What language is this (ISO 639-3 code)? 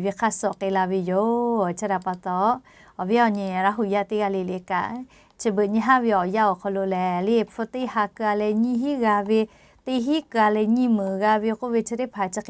lhu